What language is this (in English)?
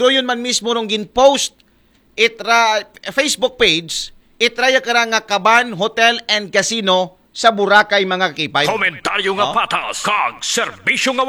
Aklanon